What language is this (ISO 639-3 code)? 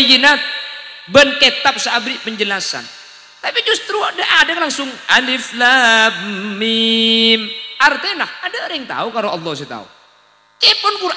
mad